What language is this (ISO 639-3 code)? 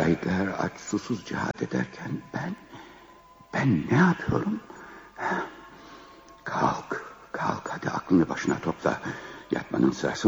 tur